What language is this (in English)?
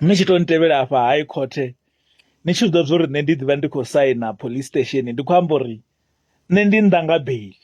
Venda